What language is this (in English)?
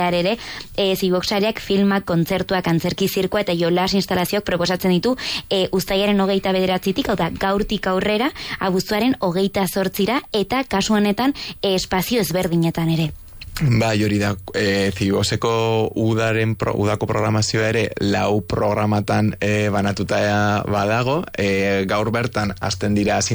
Basque